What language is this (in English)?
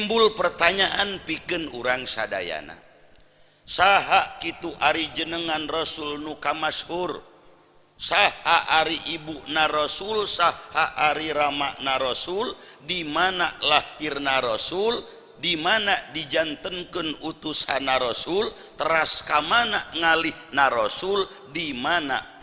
Sundanese